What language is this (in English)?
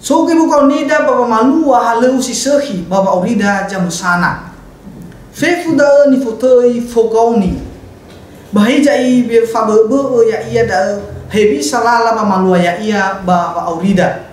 Nias